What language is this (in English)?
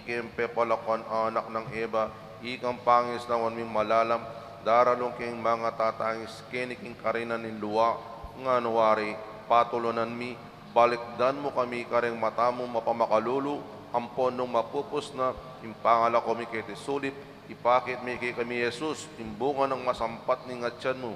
Pampanga